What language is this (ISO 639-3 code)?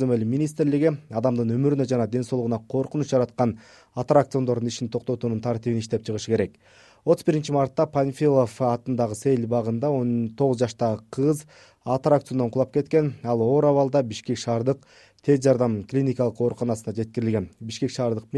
kir